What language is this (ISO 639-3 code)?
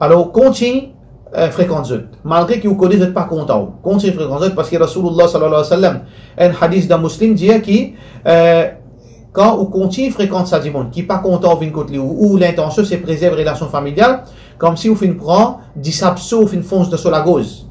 mfe